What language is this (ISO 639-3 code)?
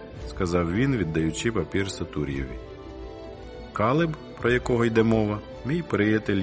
ukr